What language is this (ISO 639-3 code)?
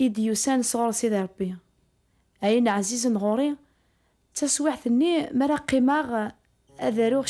kab